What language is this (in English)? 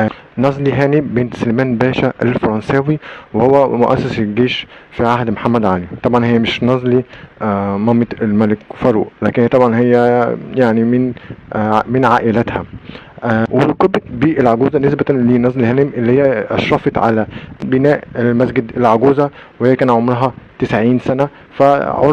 Egyptian Arabic